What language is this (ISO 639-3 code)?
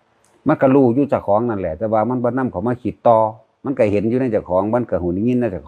tts